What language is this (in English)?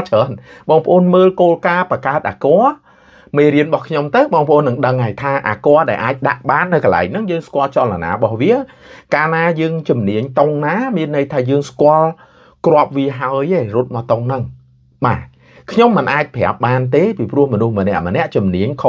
Khmer